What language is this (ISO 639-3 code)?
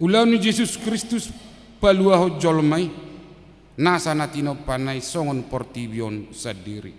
bbc